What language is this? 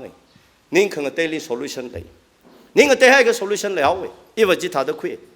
Tangkhul Naga (India)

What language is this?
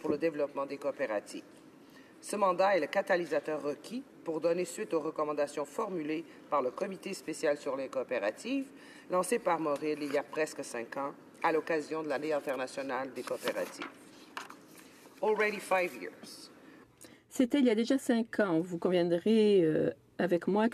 French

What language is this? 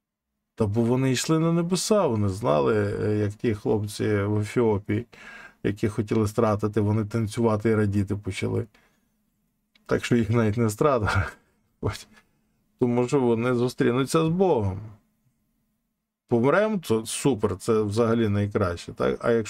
Ukrainian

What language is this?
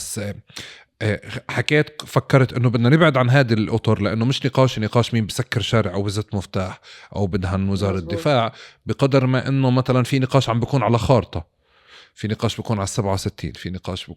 North Levantine Arabic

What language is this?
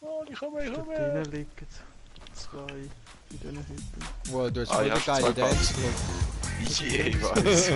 Swiss German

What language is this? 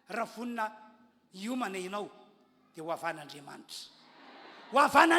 Malagasy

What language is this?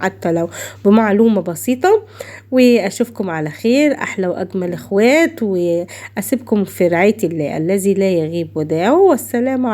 Egyptian Arabic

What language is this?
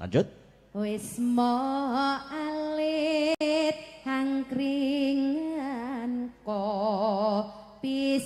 Javanese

